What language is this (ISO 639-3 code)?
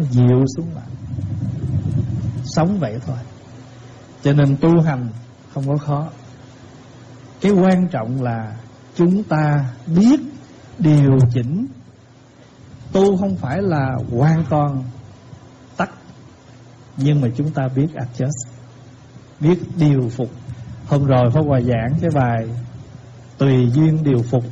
vie